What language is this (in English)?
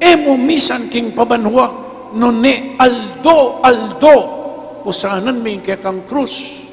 Pampanga